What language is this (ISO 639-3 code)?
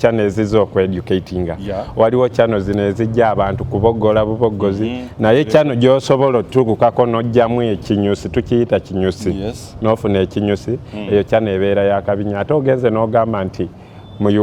lug